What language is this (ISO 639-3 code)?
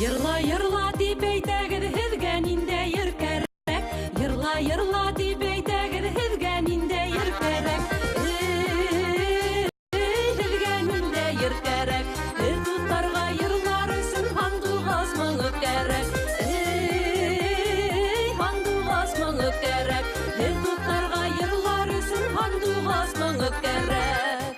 bak